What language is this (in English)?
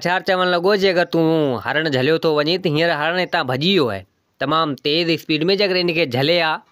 Sindhi